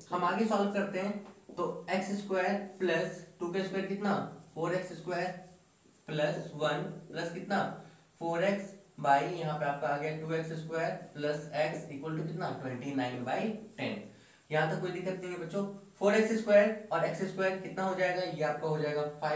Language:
Hindi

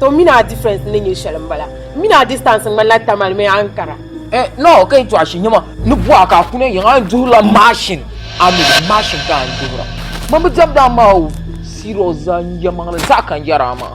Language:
Dagbani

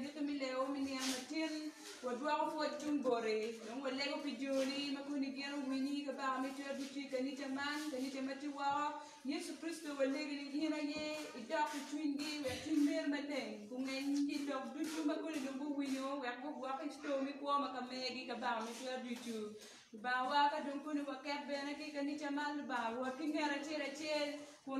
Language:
Acoli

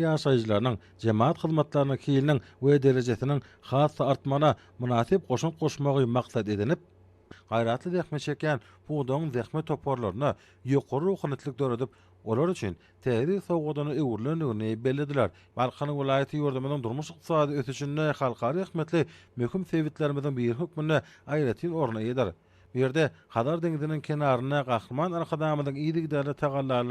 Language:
Turkmen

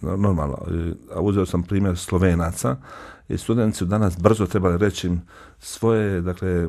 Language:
Bosnian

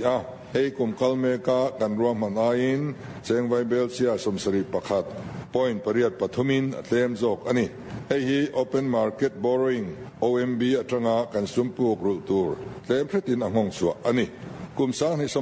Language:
Mizo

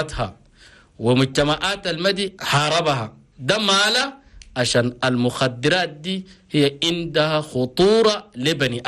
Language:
Chadian Arabic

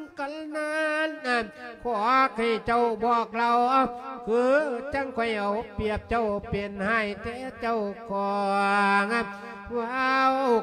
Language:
Lao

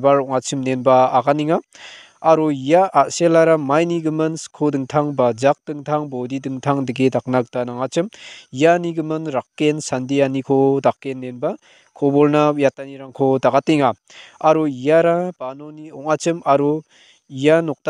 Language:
Garo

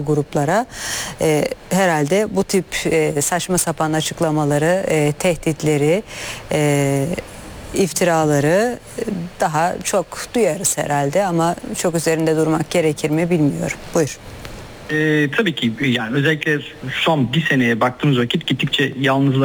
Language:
Turkish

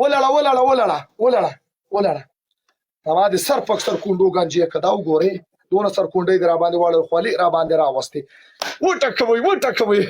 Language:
Pashto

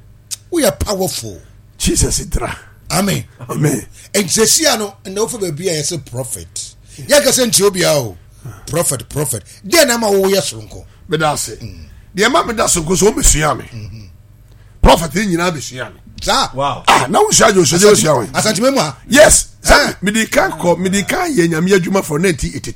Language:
Akan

